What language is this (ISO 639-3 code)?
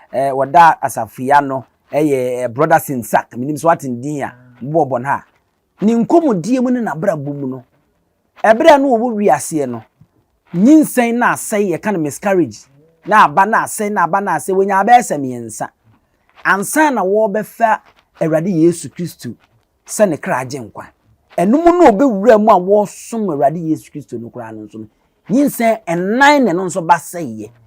aka